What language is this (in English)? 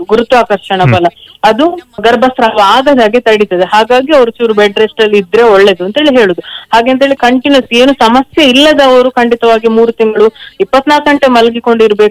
Kannada